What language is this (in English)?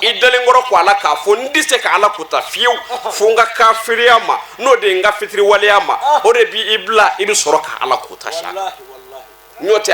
Bambara